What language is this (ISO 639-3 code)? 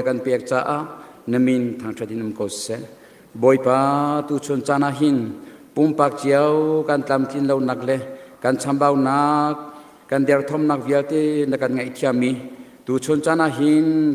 cnh